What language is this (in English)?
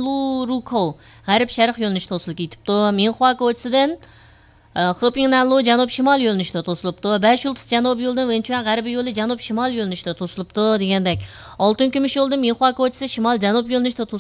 Uyghur